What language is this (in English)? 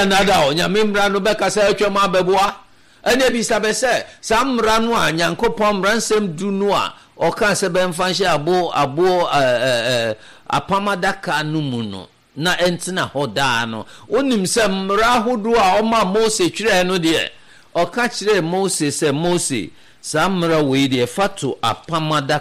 Akan